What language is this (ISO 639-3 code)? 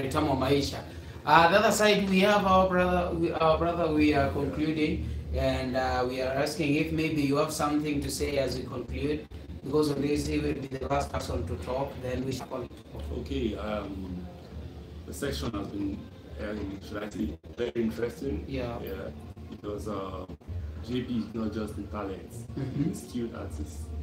luo